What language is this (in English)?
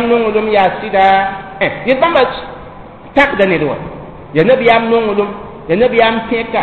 Mossi